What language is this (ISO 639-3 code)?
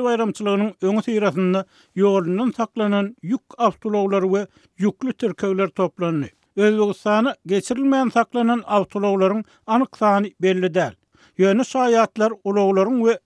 tuk